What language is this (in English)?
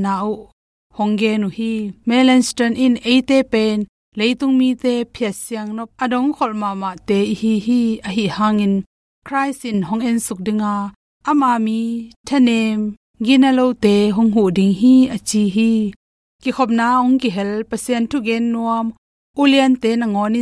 Tedim Chin